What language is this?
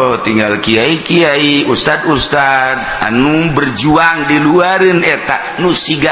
Sundanese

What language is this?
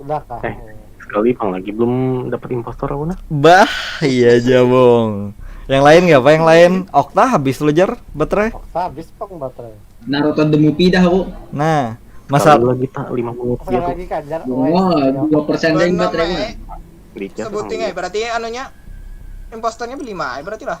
Banjar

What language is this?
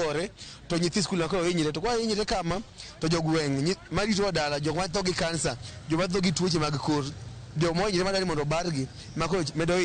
Luo (Kenya and Tanzania)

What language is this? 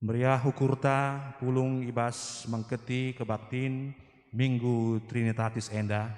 Batak Karo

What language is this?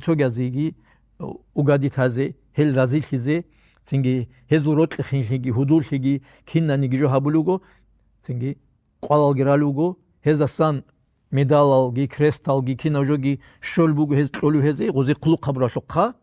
Avaric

